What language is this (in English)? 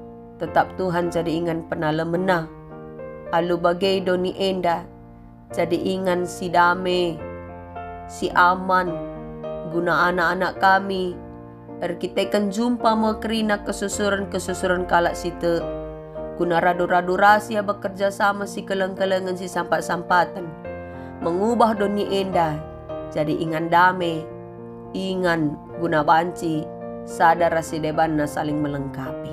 Batak Karo